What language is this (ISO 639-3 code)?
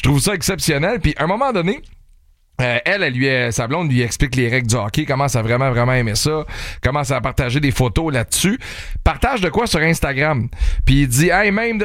fra